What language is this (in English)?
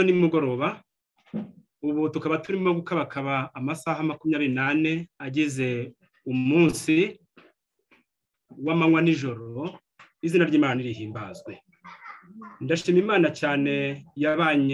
Kinyarwanda